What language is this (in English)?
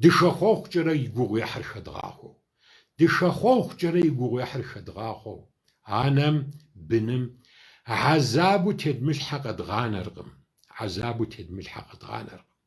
Kabardian